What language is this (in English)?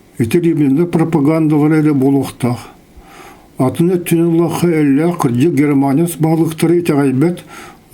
Yakut